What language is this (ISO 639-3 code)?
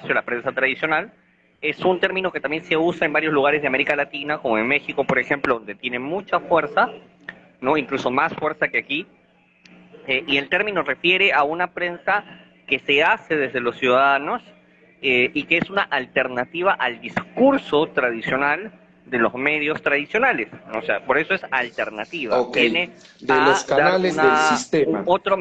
spa